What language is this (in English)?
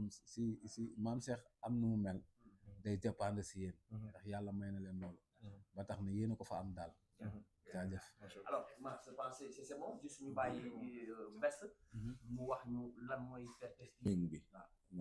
Wolof